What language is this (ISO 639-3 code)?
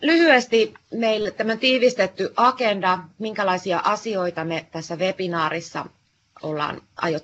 fin